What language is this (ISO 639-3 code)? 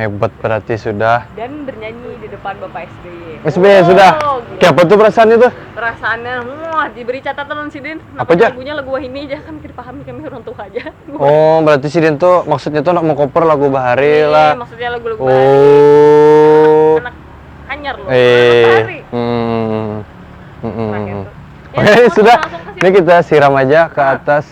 bjn